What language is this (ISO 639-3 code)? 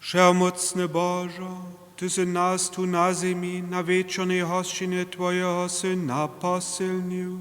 hsb